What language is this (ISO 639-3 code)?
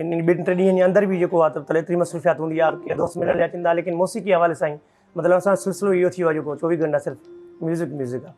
snd